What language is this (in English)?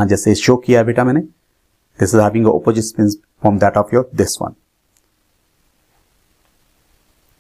English